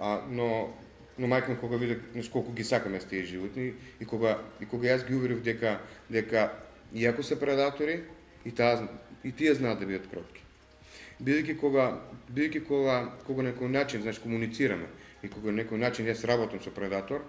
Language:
Macedonian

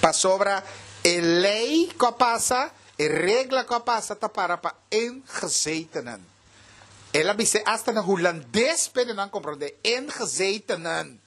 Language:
Papiamento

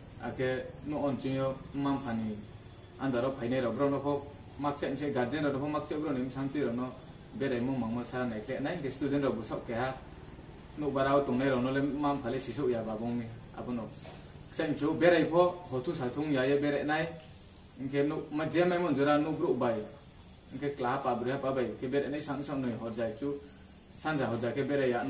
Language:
Riang (India)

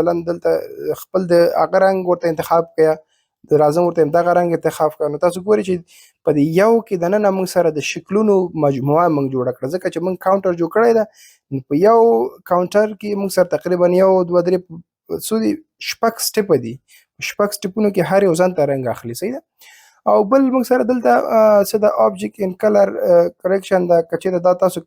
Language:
Pashto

